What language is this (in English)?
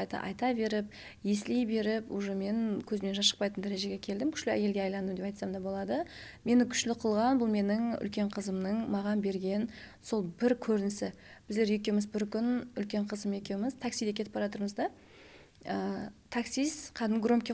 Kara-Kalpak